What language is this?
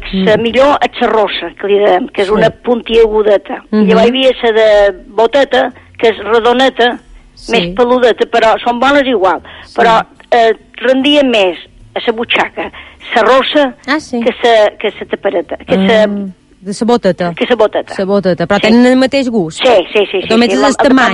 Catalan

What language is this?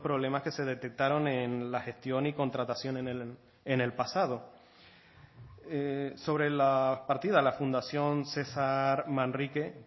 Spanish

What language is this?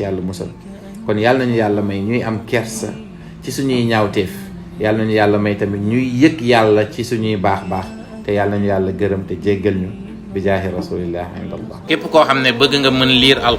Wolof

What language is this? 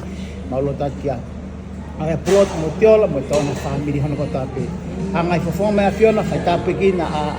Tongan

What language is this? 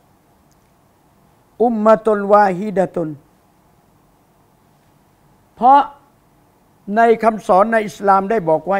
Thai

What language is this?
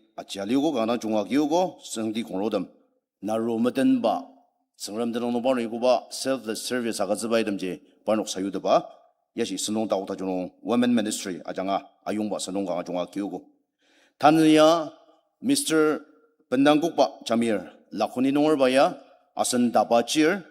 Ao Naga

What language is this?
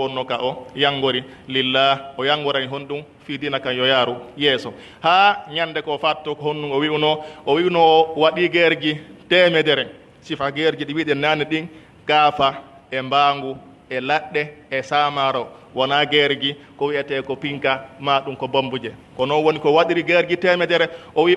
Pular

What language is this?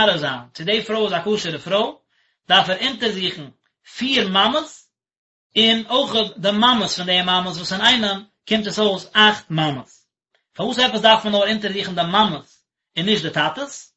Yiddish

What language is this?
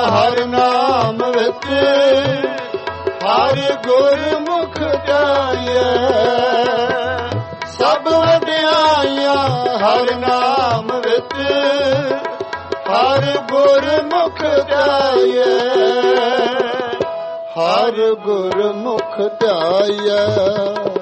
Punjabi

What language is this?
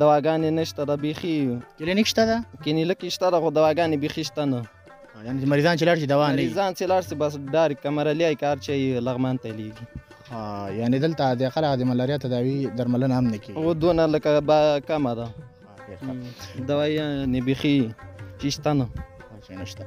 Pashto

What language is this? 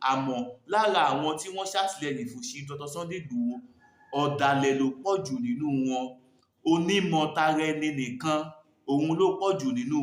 Yoruba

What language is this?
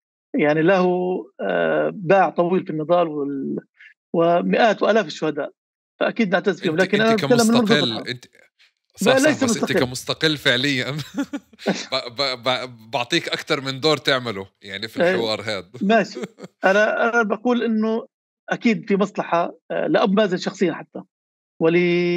North Levantine Arabic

